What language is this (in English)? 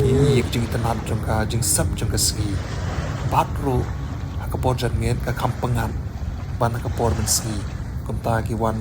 Khasi